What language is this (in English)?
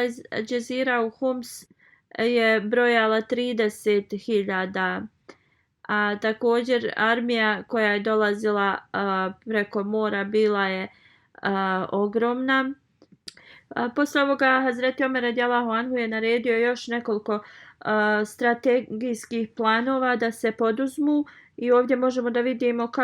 Bosnian